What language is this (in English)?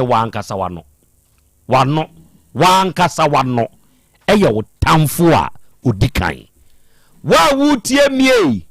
Akan